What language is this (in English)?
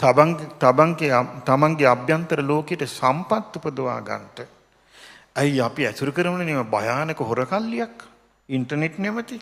Sinhala